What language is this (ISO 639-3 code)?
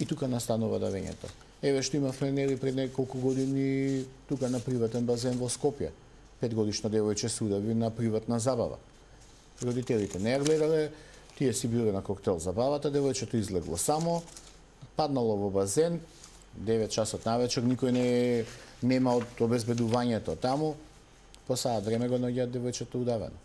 mkd